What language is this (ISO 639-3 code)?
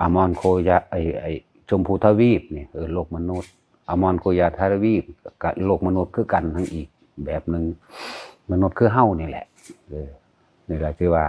lao